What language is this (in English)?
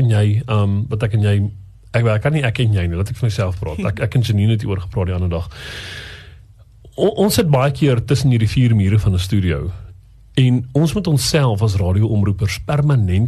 Afrikaans